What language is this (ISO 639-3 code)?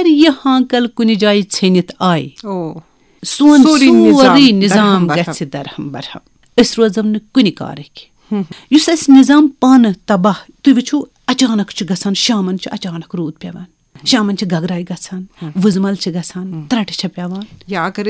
kas